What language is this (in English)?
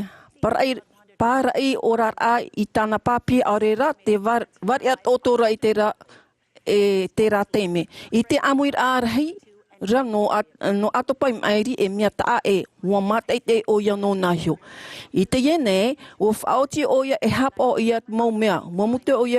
Tahitian